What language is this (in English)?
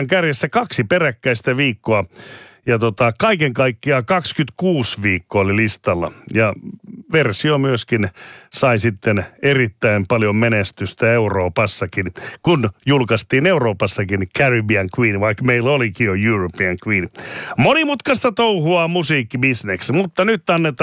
Finnish